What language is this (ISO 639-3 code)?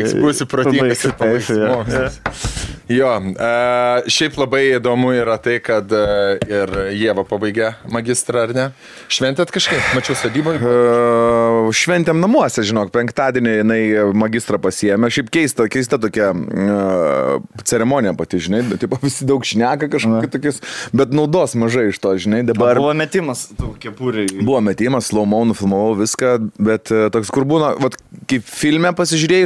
lit